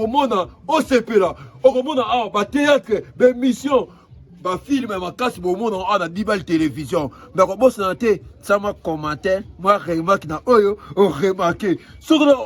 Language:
Lingala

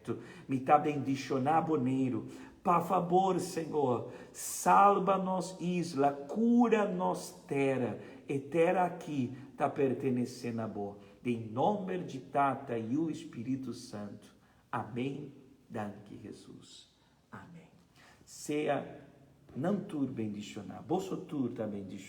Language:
Papiamento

